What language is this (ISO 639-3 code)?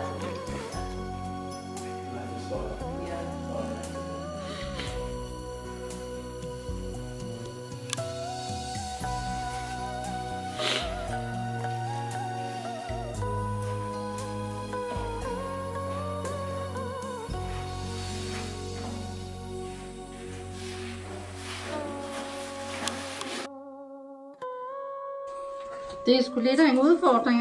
dan